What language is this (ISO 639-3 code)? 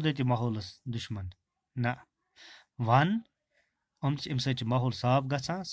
kas